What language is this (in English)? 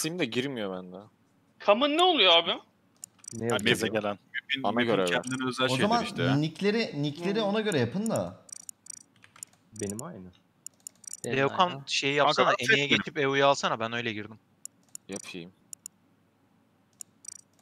Turkish